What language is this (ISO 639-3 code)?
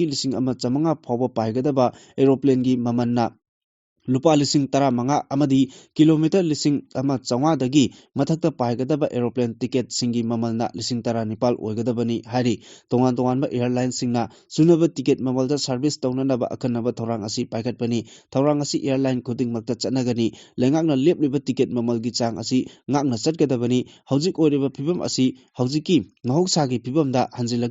mni